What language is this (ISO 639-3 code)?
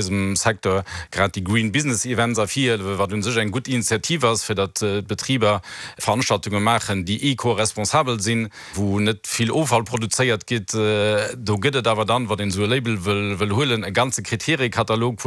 ltz